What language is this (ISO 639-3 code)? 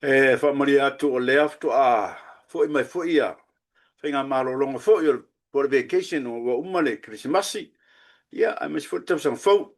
smo